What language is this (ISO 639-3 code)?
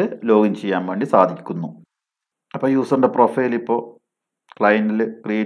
mal